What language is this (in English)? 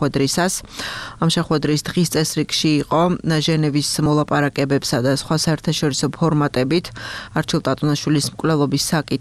Georgian